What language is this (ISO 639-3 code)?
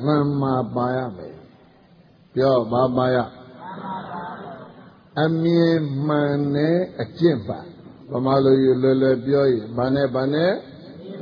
mya